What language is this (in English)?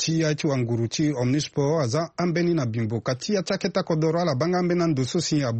Sango